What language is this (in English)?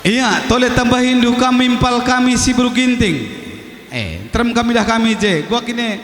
Batak Karo